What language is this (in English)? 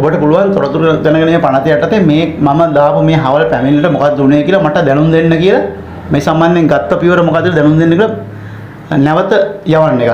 Sinhala